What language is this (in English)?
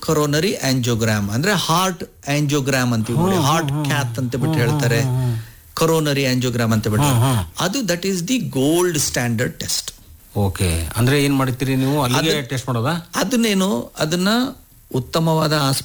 Kannada